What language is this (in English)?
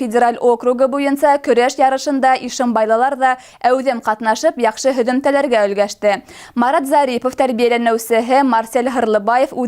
Bashkir